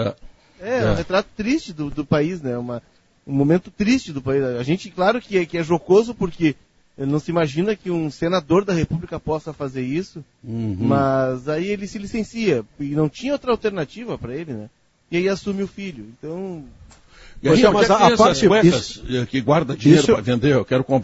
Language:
Portuguese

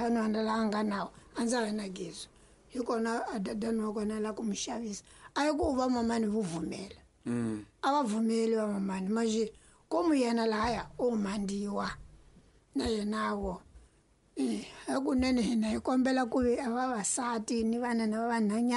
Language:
Tsonga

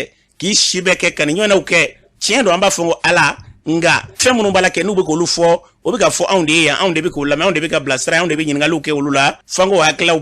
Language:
Bambara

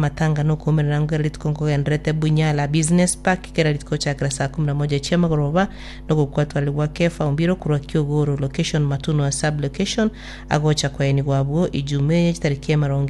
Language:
Gusii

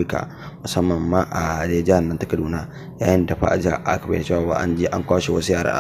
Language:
Hausa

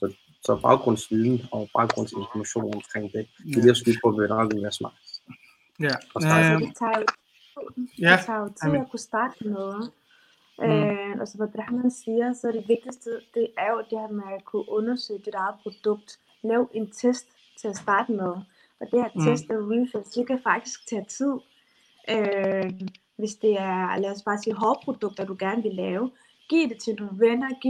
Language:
Danish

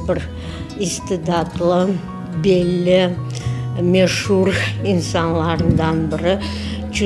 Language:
Crimean Tatar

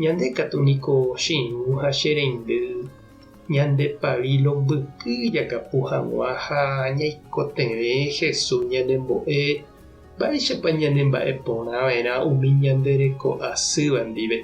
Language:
Guarani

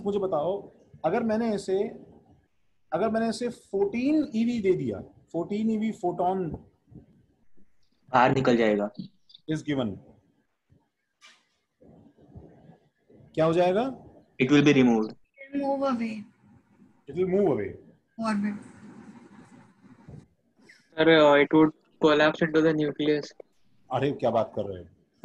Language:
Hindi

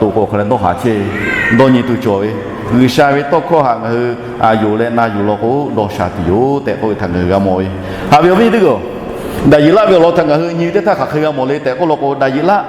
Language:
Lahu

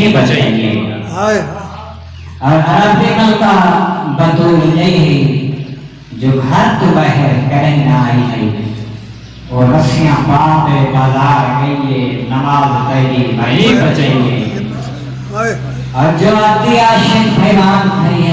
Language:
Saraiki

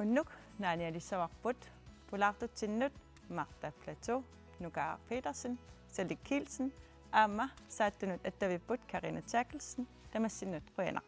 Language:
Kalaallisut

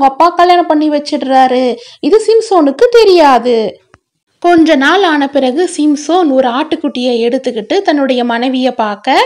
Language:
Tamil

